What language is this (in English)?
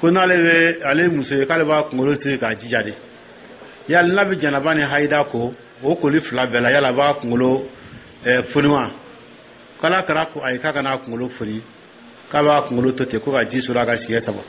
Dyula